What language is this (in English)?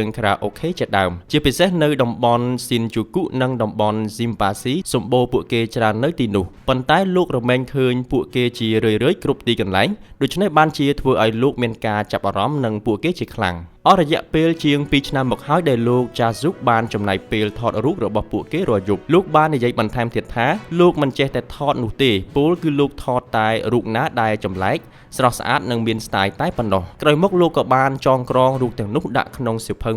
Khmer